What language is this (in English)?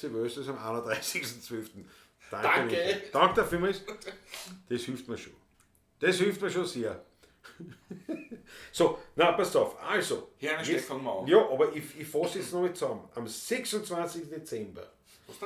Bavarian